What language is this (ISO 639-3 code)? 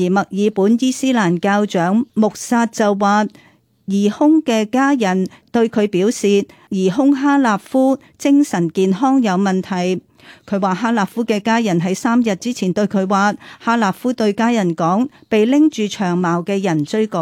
yue